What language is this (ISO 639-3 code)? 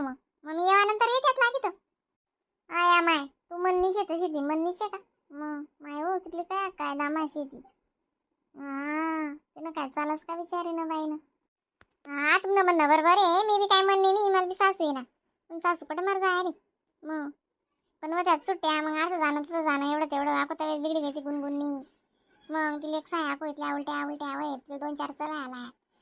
khn